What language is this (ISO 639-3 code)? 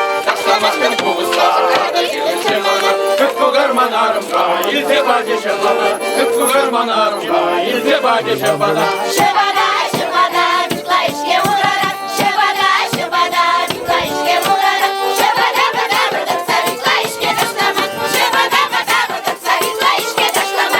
chv